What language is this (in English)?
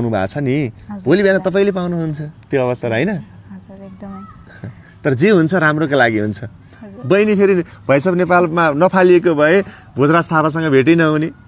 Nepali